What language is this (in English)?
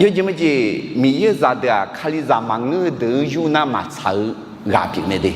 Akha